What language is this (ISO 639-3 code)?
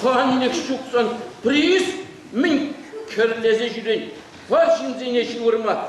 chv